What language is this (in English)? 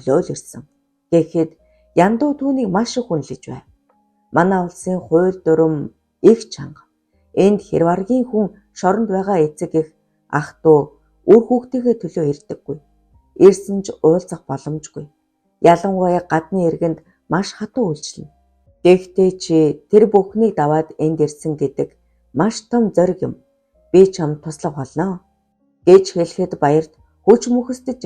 Mongolian